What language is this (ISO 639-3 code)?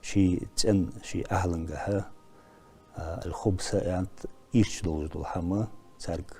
inh